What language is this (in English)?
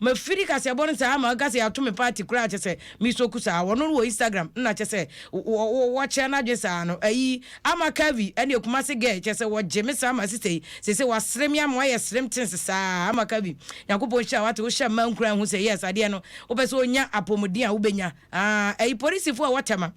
Akan